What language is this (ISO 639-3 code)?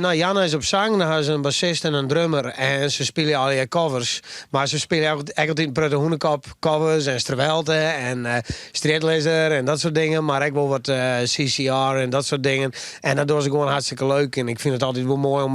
fry